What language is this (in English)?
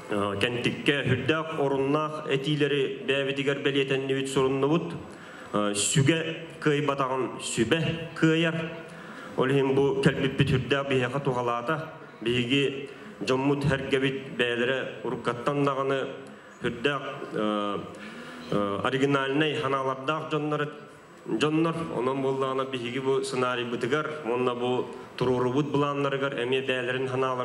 Yakut